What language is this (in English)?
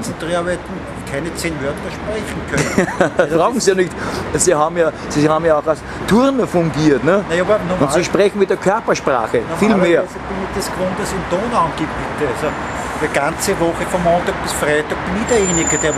Bavarian